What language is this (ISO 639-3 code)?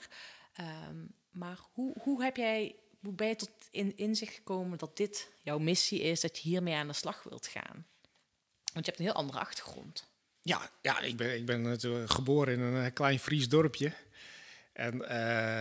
nld